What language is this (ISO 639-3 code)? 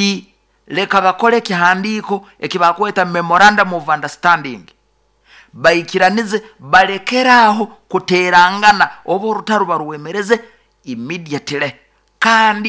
nyo